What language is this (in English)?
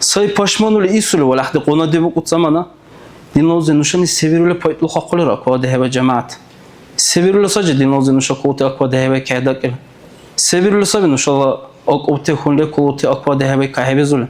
Dargwa